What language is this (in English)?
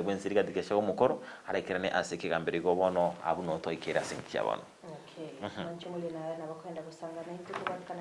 Gusii